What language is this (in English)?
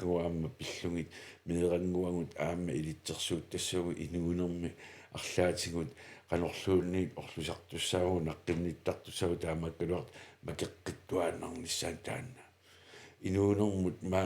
Kalaallisut